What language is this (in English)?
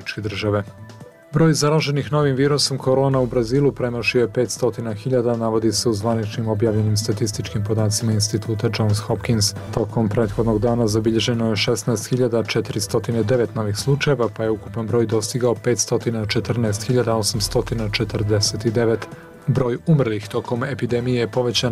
Bosnian